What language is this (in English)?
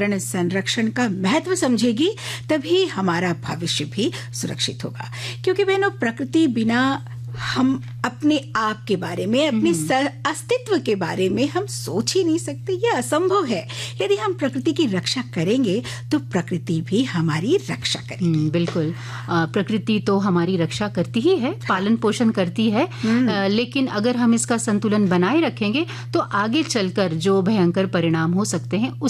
Hindi